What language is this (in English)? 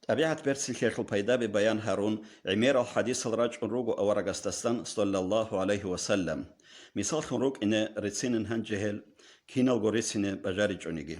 Avaric